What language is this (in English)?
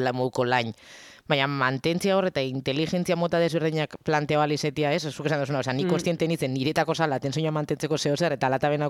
Basque